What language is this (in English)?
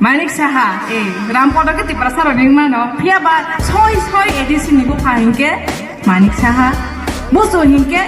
Kok Borok